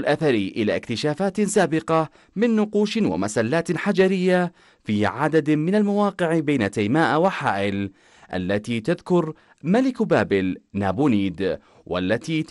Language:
Arabic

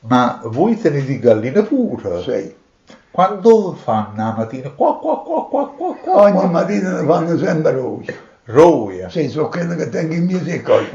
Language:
Neapolitan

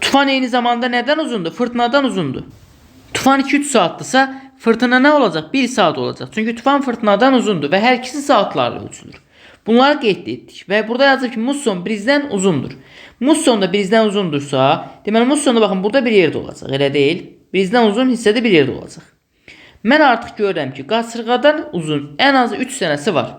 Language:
Azerbaijani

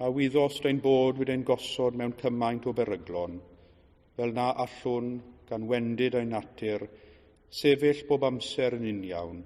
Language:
Welsh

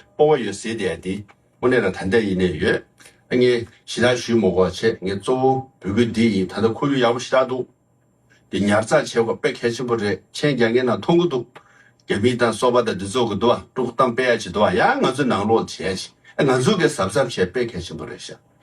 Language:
Tibetan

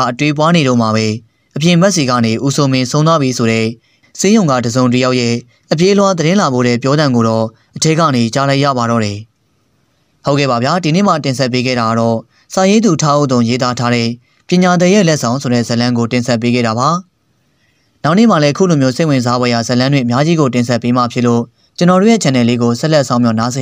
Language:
Burmese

